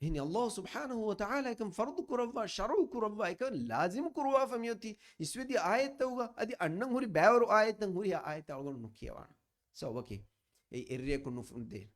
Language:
Divehi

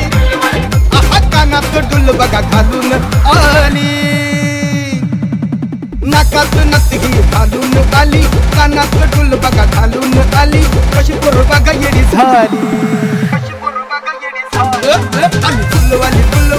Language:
Marathi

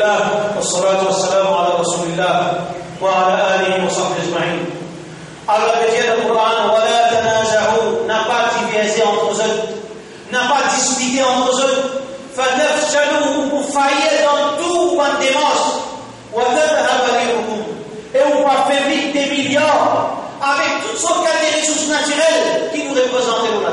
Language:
Morisyen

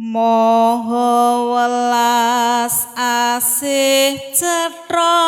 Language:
Javanese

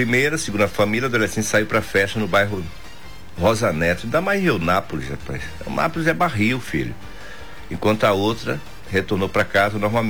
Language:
Portuguese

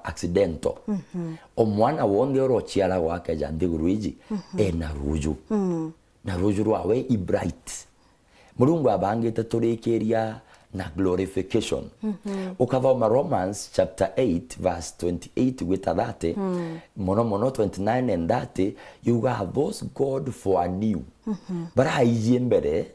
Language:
Meru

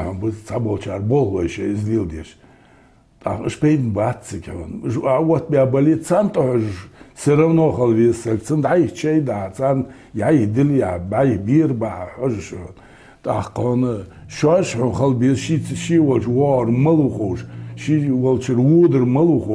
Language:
Ingush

